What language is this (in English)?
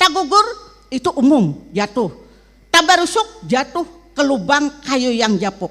Banjar